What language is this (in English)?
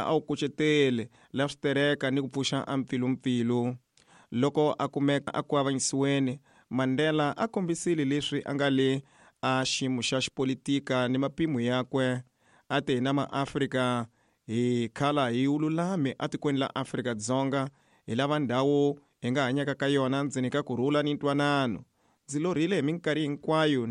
Tsonga